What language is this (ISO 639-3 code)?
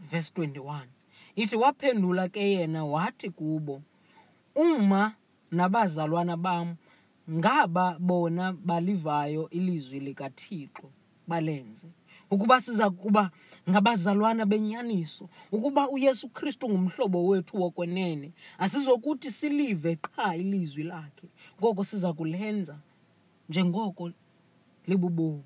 xho